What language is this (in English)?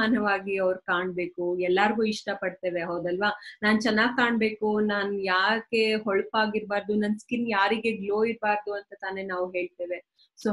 Kannada